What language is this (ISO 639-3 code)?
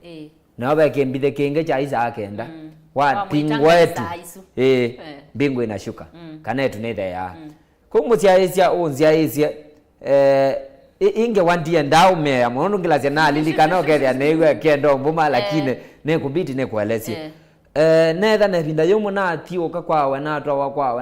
kam